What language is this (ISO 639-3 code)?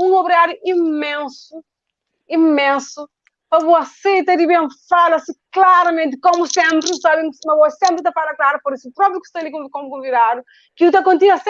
kea